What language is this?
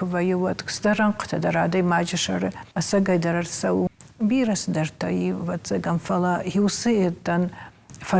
Ossetic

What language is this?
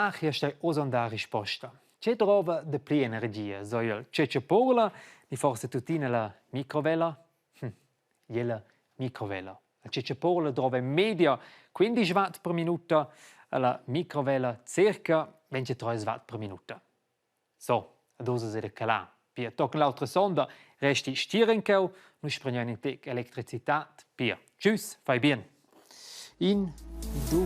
Romansh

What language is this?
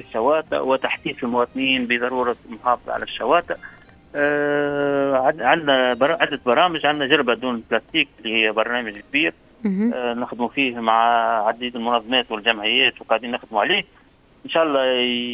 Tunisian Arabic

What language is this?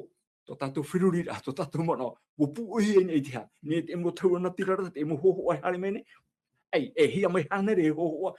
Tahitian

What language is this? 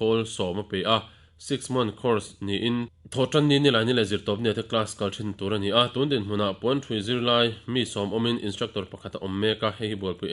Mizo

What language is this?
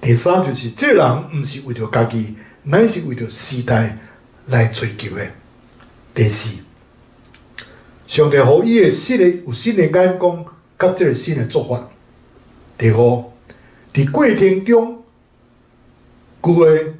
Min Nan Chinese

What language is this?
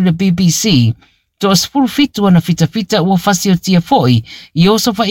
Samoan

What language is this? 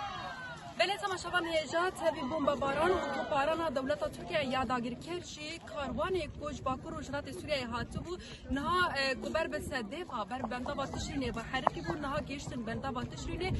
Kurdish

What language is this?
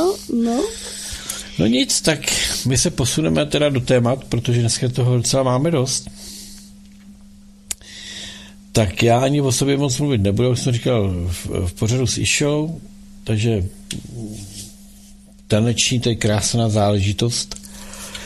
Czech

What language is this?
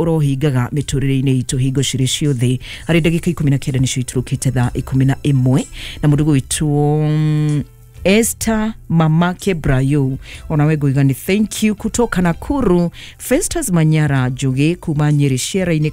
Kikuyu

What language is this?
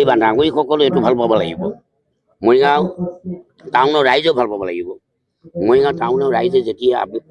Assamese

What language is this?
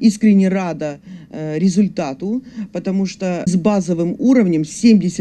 Crimean Tatar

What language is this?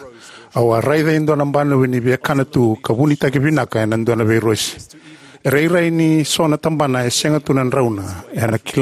Fijian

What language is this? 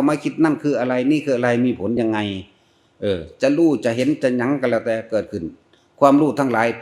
Northeastern Thai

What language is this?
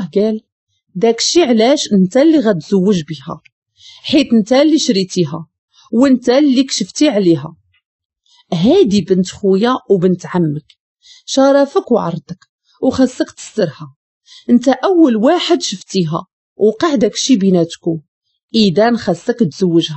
Moroccan Arabic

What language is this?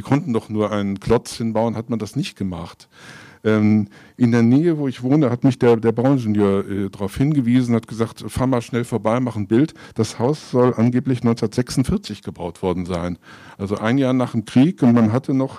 German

